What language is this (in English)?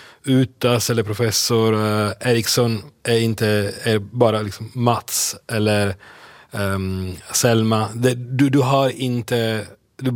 Swedish